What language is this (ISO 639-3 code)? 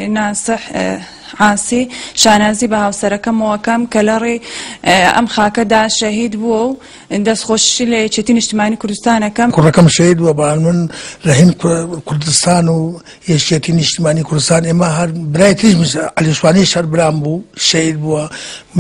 ckb